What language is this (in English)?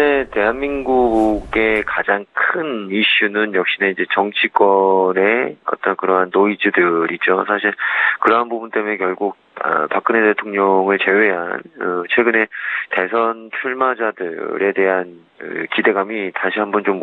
Korean